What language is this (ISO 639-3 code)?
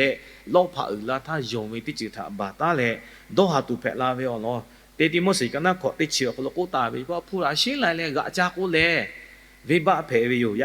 lhu